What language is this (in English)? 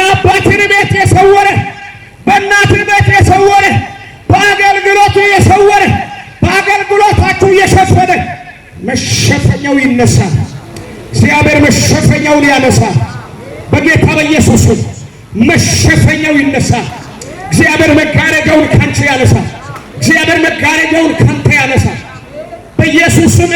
Amharic